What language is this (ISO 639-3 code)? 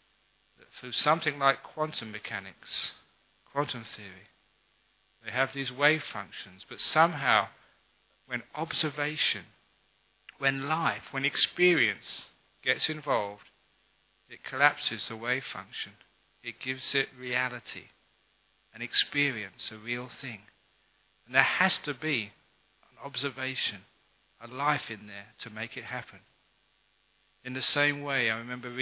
eng